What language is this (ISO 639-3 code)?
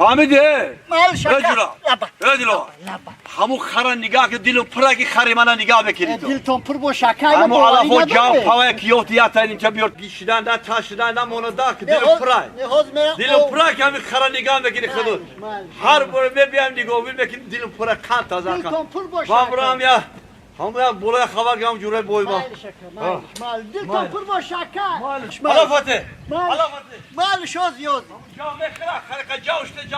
tgk